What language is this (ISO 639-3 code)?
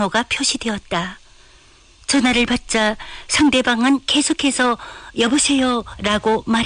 kor